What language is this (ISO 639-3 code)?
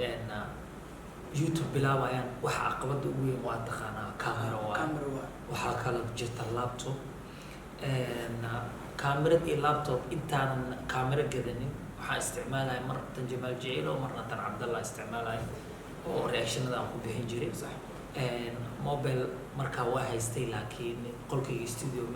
som